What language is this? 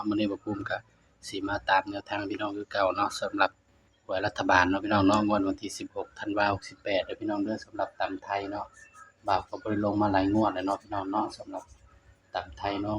Northeastern Thai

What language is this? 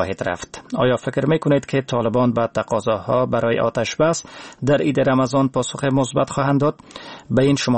Persian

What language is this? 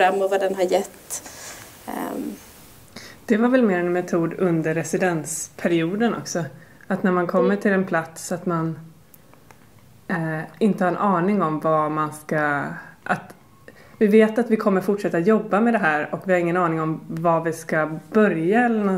Swedish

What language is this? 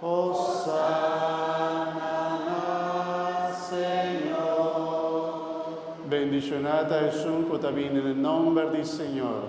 Papiamento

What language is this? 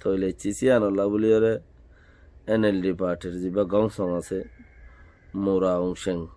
Rohingya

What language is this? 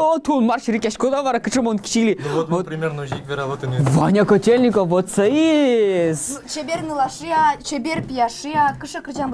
Udmurt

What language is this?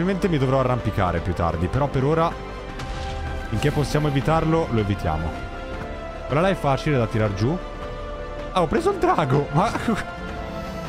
Italian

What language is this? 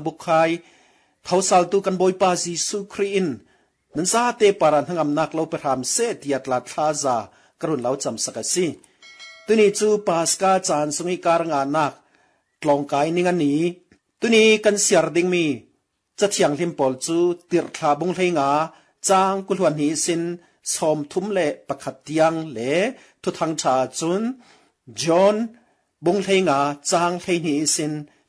Falam Chin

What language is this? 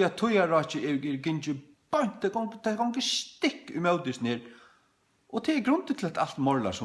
Faroese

